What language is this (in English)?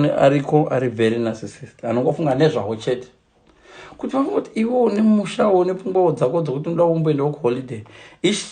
Shona